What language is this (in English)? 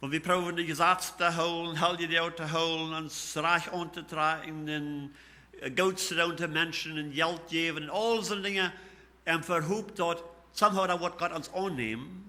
Plautdietsch